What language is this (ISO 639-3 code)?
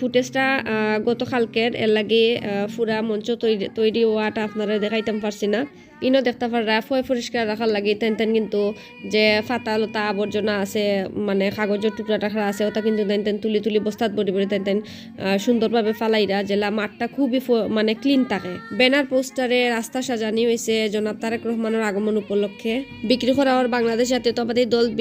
syl